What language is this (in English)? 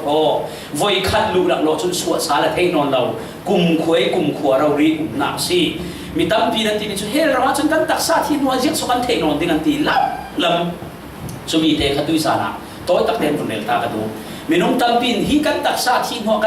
Falam Chin